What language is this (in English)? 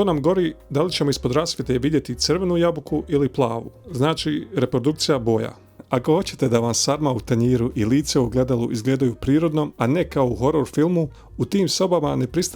Bosnian